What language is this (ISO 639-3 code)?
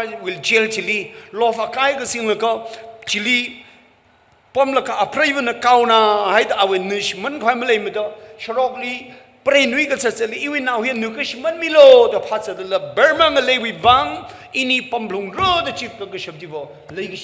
nmf